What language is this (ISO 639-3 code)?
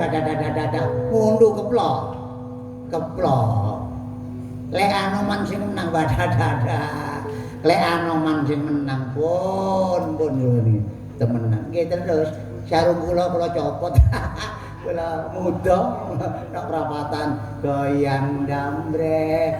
jav